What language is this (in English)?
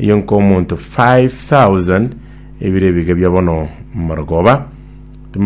Gusii